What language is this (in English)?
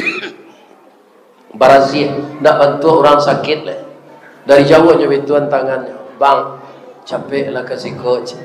Minangkabau